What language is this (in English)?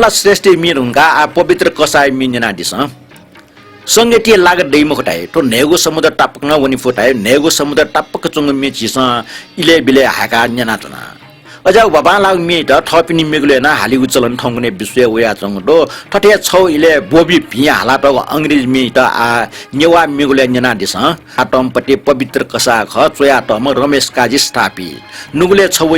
Newari